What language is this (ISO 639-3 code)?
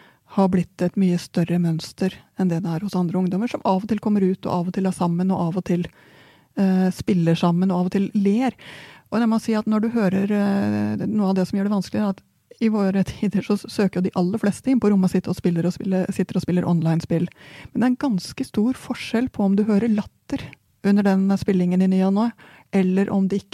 nor